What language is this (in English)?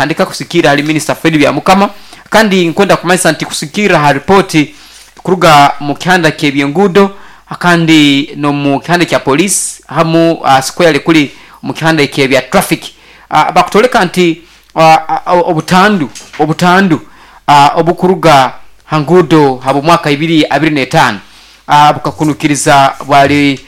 Nyoro